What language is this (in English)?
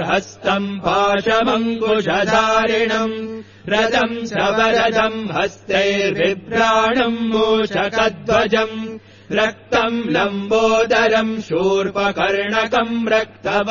Sanskrit